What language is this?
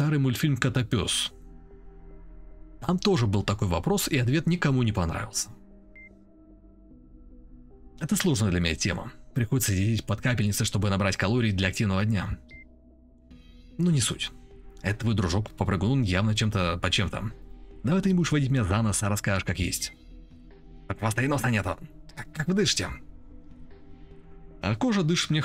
Russian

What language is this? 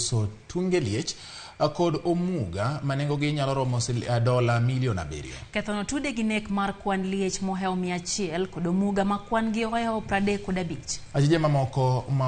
Luo (Kenya and Tanzania)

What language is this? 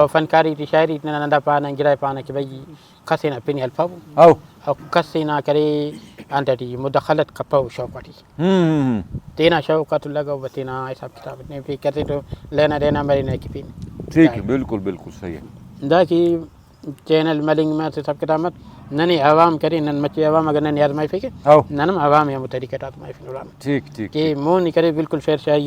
Brahui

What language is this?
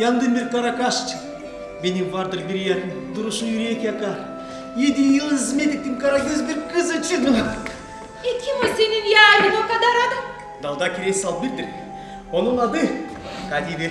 Gagauz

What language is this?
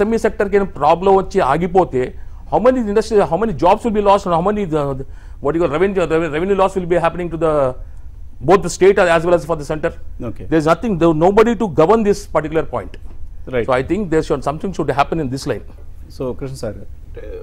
Telugu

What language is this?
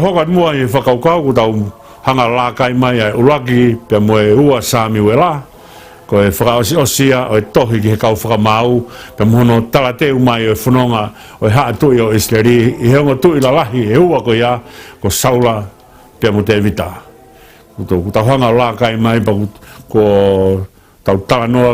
Tongan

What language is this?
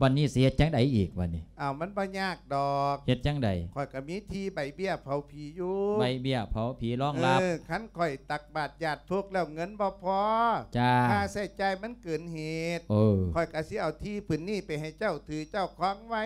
Lao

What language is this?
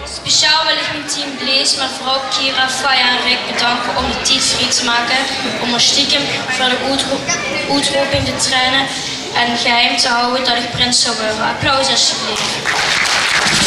Limburgish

